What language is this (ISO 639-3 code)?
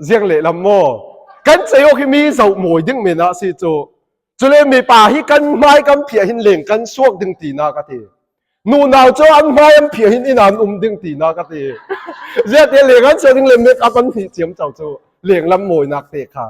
cfm